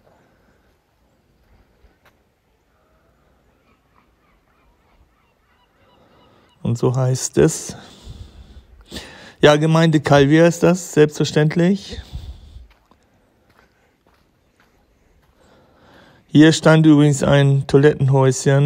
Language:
German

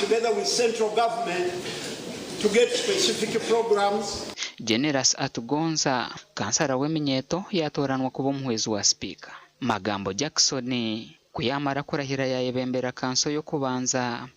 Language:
Nyankole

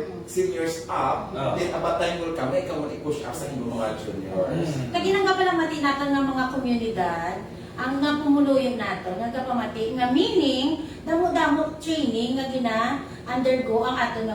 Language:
Hiligaynon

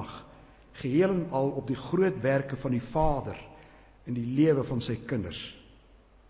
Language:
Afrikaans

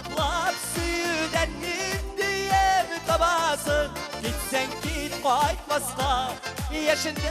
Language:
Tatar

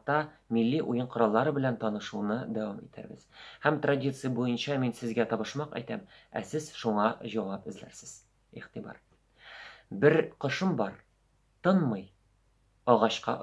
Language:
Tatar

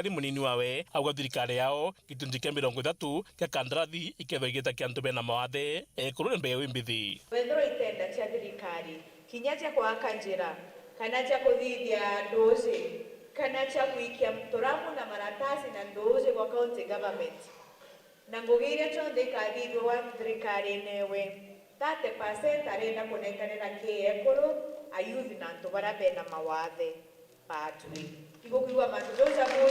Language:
Meru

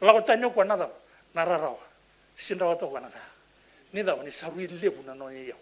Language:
Fijian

